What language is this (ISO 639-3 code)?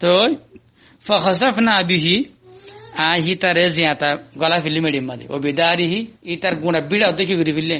rhg